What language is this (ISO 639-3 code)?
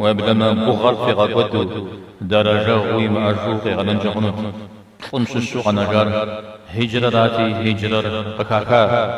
kbd